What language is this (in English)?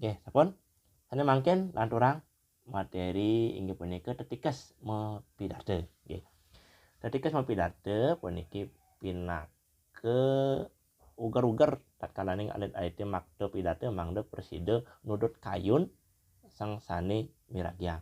Balinese